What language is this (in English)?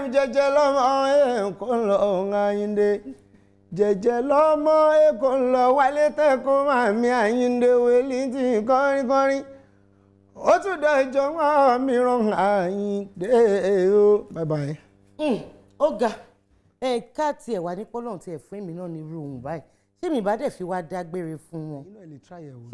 Yoruba